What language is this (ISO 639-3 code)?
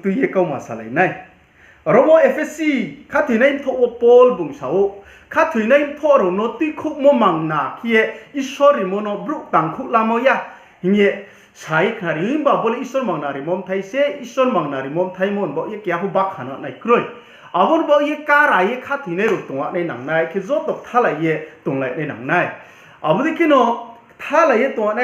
ria